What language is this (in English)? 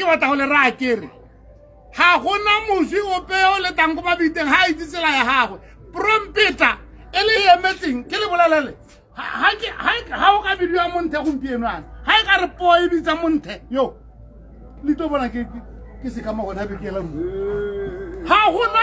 Tswana